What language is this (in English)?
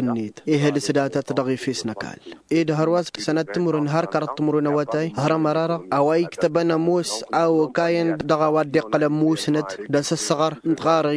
Tamasheq